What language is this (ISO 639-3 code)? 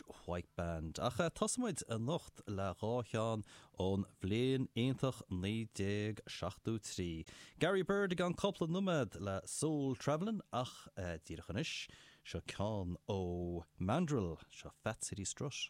gle